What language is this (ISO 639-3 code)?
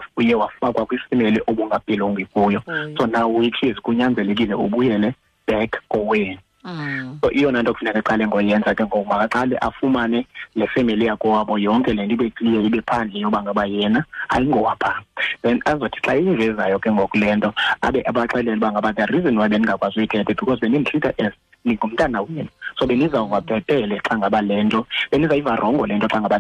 xho